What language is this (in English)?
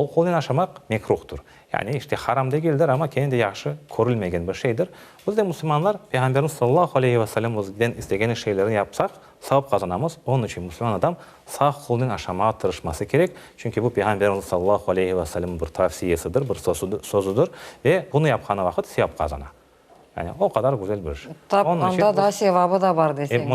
Crimean Tatar